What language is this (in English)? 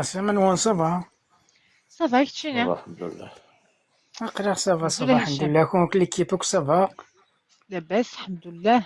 Kabyle